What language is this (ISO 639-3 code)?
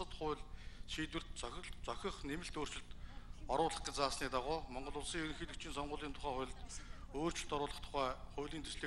mon